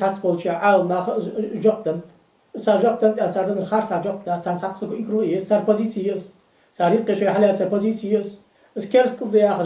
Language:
Ingush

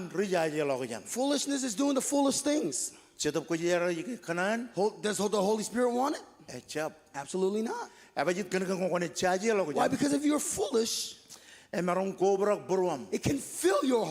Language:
Marshallese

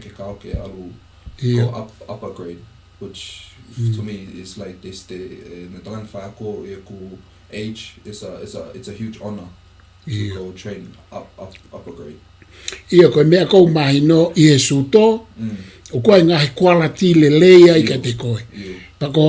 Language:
Tongan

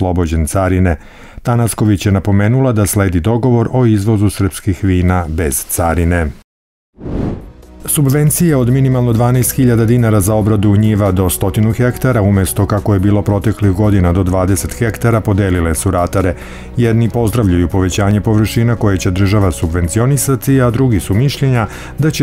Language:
Serbian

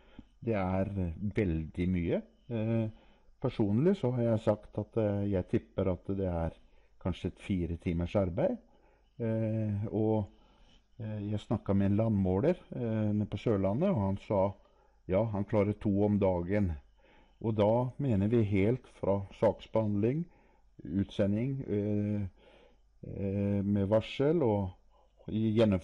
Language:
Norwegian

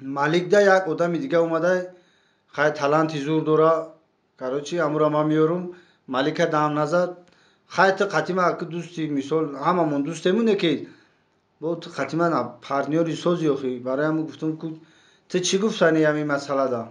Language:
Tajik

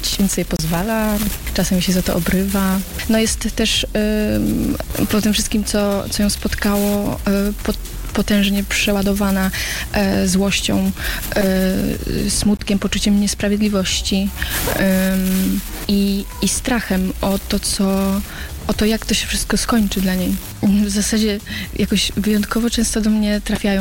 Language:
Polish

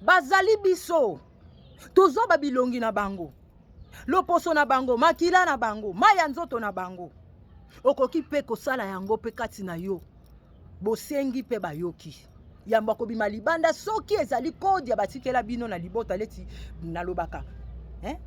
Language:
Lingala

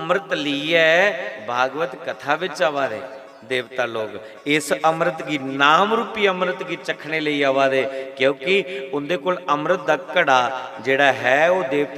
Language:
Dogri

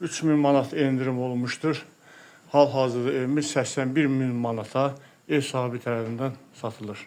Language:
Azerbaijani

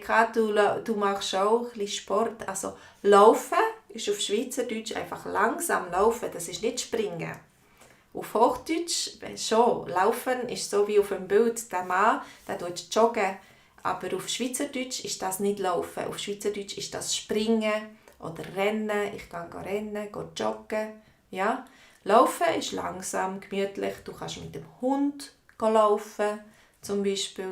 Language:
Swiss German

